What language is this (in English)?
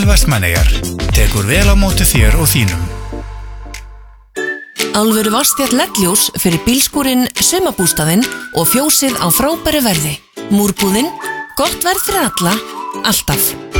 Icelandic